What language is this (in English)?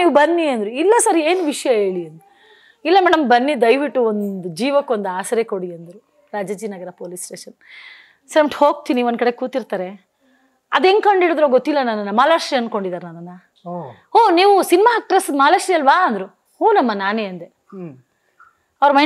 Kannada